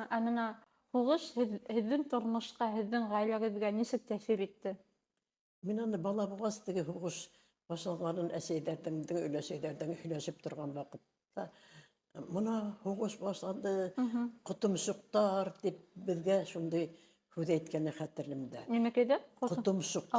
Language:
Bashkir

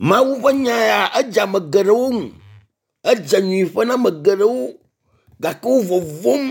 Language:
Ewe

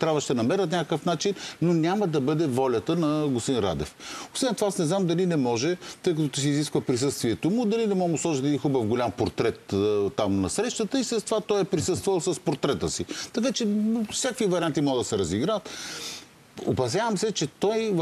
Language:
Bulgarian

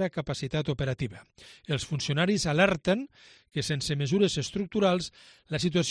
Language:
Catalan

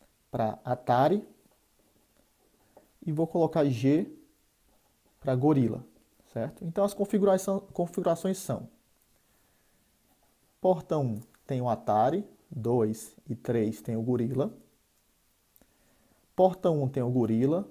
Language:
Portuguese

